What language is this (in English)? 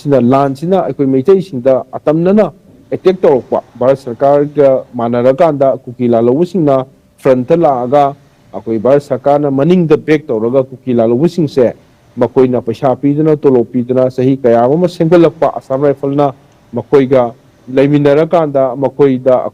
Manipuri